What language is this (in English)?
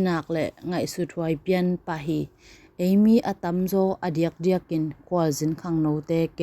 Tedim Chin